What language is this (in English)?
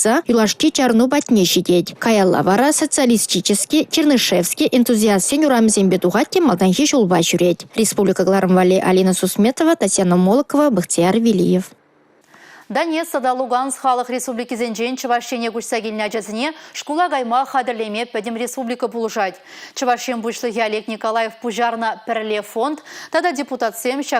Chuvash